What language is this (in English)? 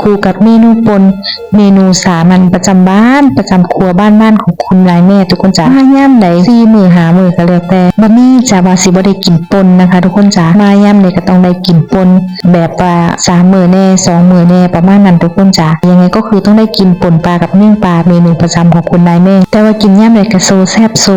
Lao